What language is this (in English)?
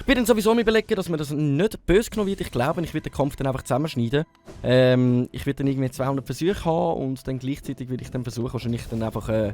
Swiss German